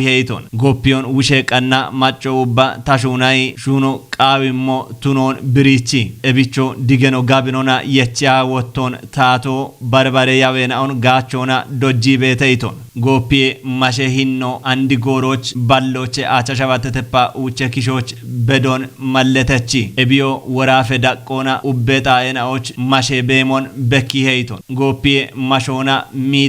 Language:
Kafa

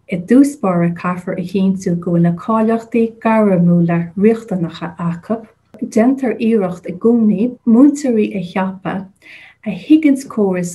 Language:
Irish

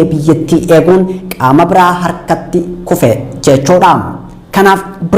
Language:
Oromo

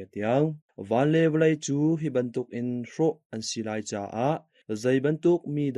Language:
Hakha Chin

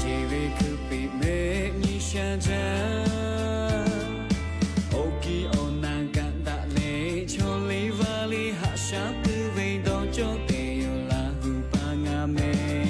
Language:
Lahu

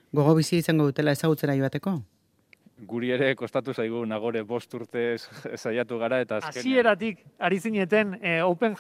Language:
Basque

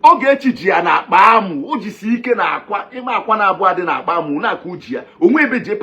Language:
Igbo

